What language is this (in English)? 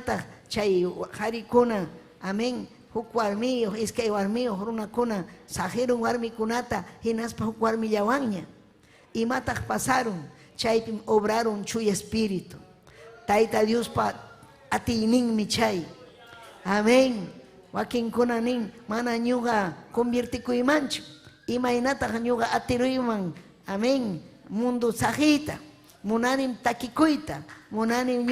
Ayacucho Quechua